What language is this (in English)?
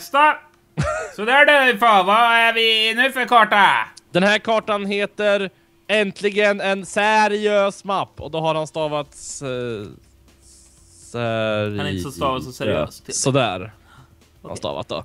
Swedish